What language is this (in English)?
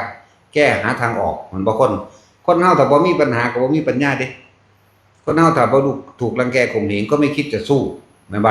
Northeastern Thai